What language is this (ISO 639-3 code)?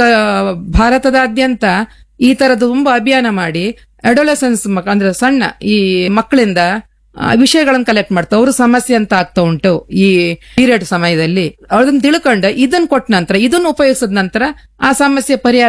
kan